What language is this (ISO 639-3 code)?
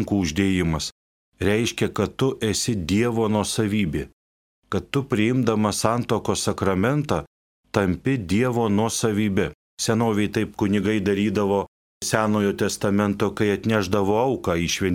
lit